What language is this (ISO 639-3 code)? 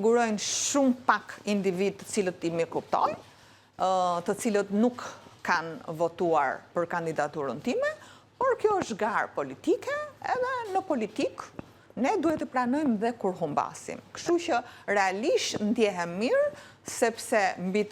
sqi